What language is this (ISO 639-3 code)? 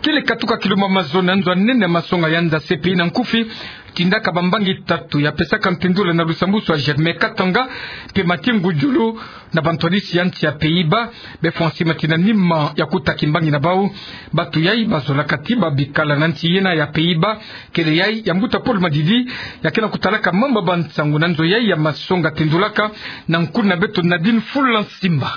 ktu